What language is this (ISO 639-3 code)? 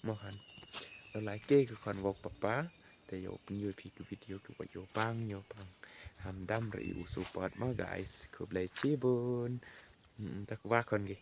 kha